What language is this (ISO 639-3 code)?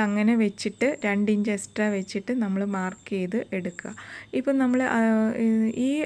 mal